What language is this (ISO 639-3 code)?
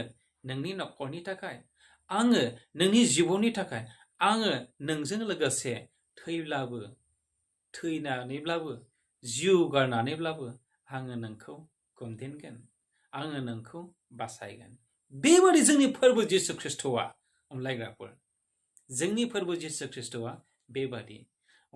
brx